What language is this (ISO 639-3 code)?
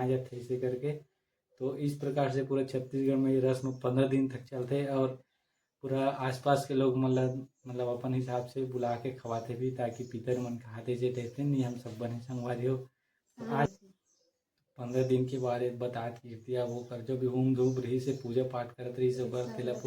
hne